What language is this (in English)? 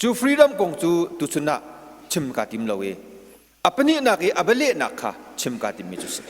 Hakha Chin